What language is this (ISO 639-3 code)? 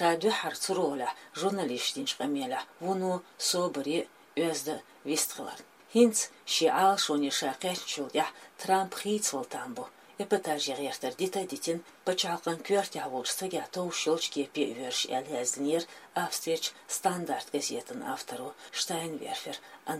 che